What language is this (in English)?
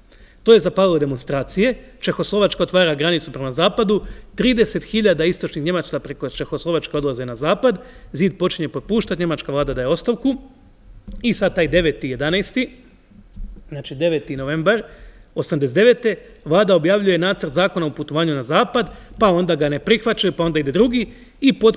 Croatian